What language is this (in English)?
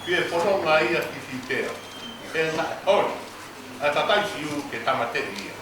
Tongan